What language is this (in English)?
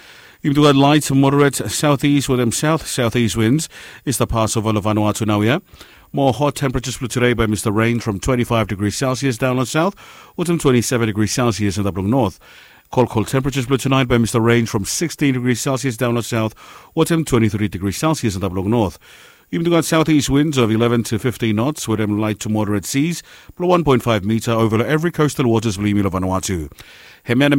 Bislama